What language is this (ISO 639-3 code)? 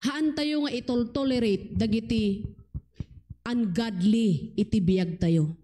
ilo